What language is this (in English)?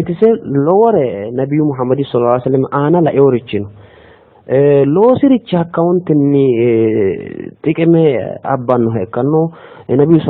Sidamo